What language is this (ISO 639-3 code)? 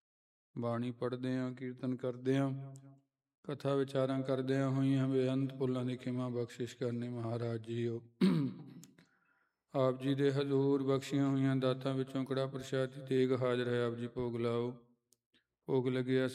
pan